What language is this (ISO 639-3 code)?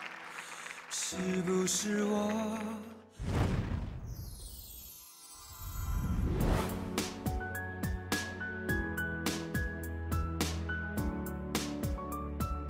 zho